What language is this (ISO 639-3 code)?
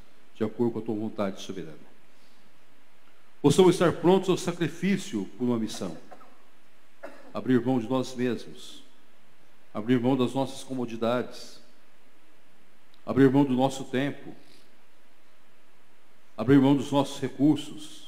por